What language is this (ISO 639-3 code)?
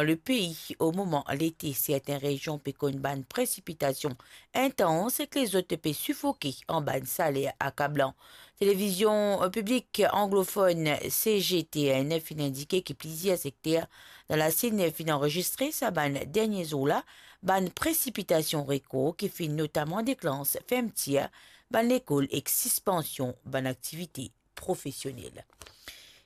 mfe